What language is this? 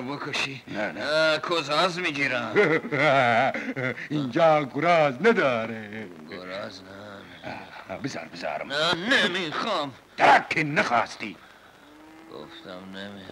Persian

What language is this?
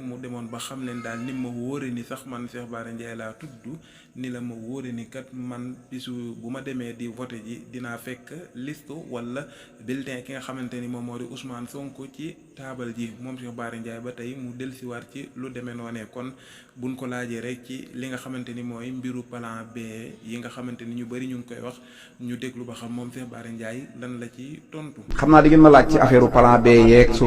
Wolof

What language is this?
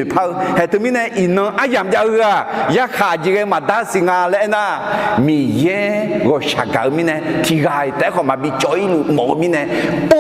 Akha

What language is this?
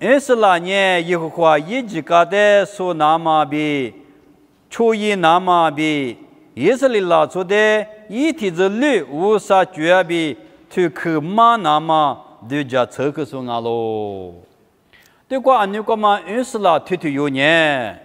Lisu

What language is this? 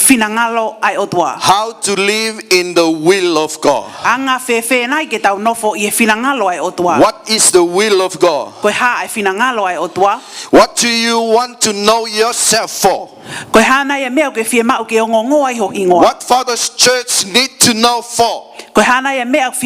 Tongan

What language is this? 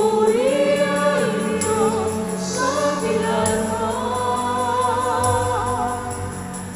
Pampanga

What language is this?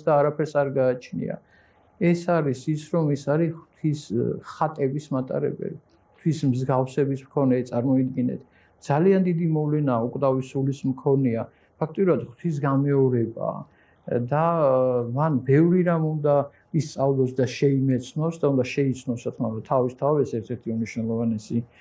Georgian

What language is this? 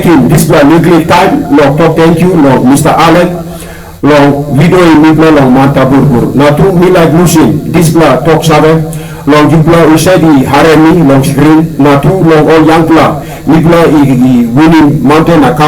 Tok Pisin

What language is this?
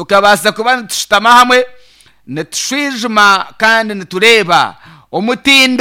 Nyankole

